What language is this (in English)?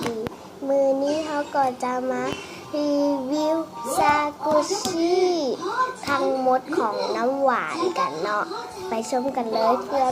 Lao